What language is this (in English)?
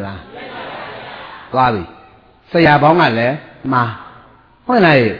Burmese